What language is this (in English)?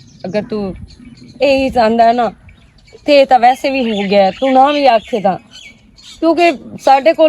Western Panjabi